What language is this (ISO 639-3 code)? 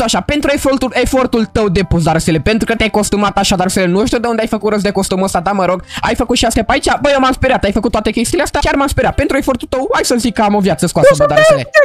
ron